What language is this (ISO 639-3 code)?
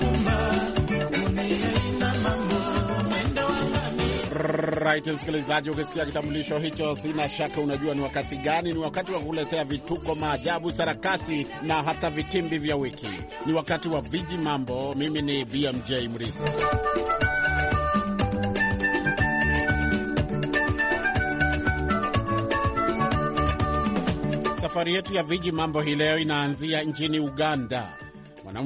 swa